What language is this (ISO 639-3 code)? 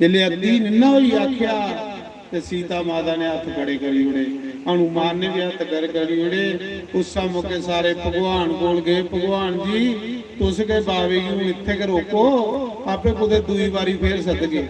doi